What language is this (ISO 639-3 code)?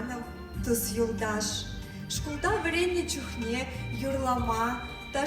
chv